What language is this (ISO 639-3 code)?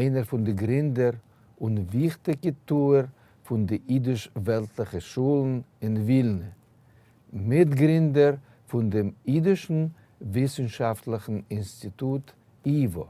yid